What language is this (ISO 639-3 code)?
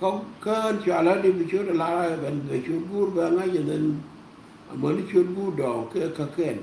nus